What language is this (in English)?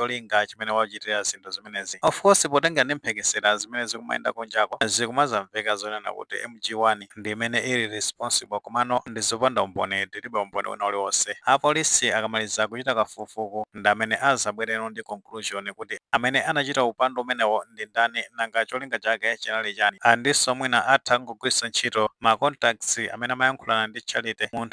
Nyanja